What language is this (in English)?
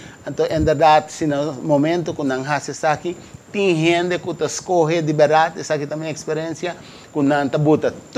Papiamento